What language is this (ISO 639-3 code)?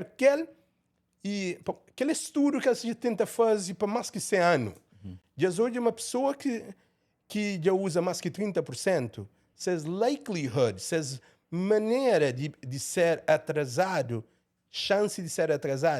kea